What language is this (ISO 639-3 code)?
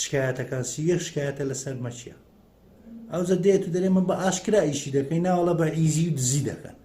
ckb